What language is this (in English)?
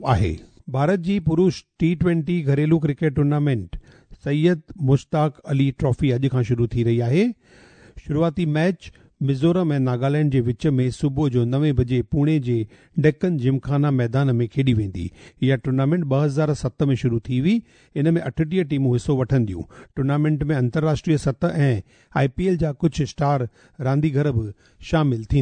Sindhi